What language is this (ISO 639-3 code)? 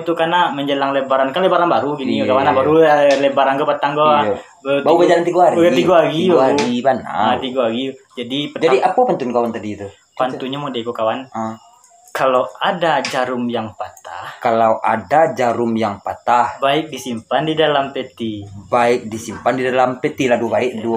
min